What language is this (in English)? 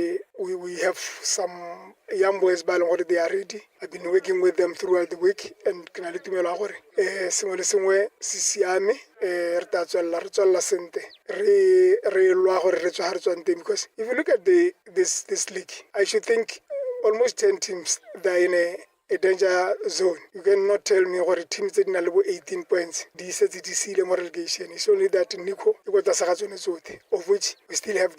Tswana